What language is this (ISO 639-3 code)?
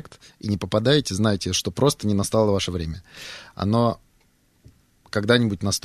rus